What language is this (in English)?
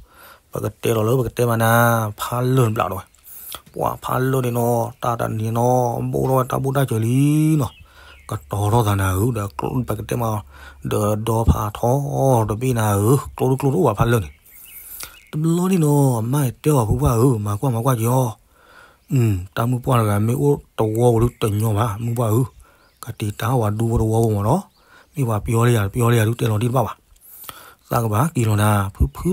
S'gaw Karen